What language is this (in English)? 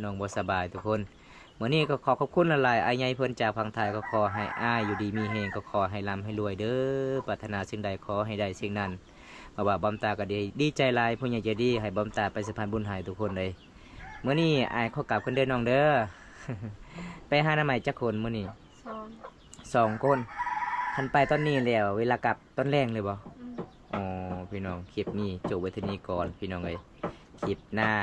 Lao